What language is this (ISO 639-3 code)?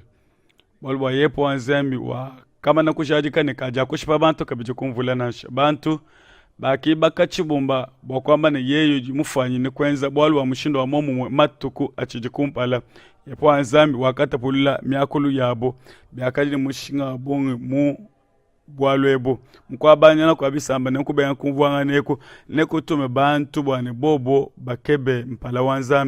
lua